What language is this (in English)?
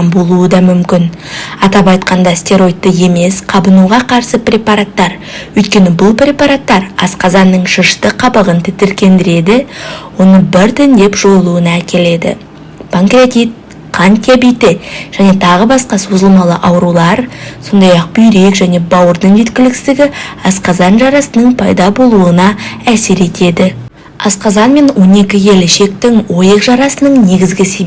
Kazakh